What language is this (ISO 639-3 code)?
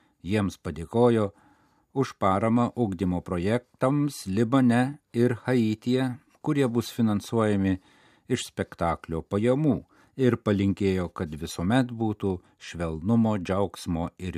lit